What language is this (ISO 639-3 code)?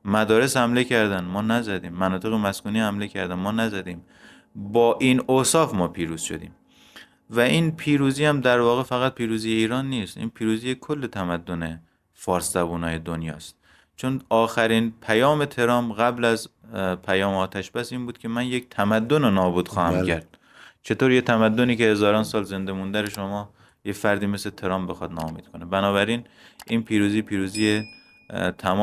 fas